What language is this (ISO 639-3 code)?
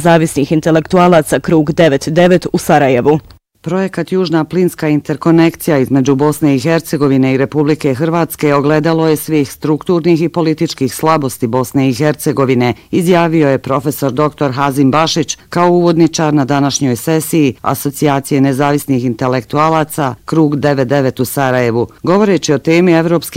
bos